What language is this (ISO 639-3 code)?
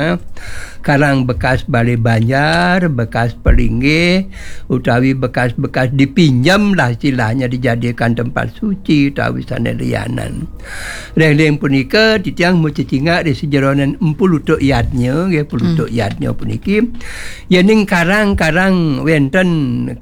ban